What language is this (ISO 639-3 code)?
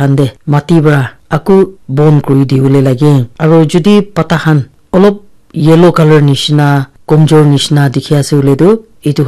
nag